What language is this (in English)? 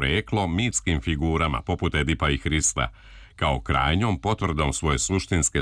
Serbian